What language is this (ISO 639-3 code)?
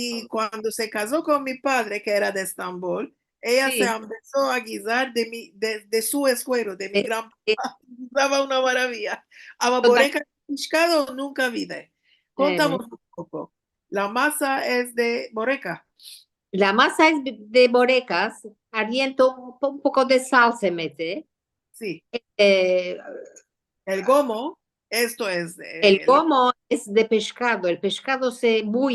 lad